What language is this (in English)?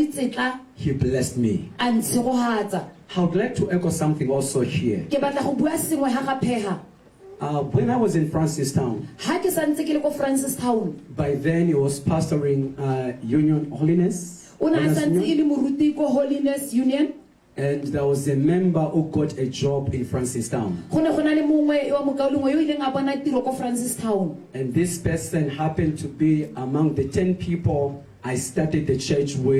Tswana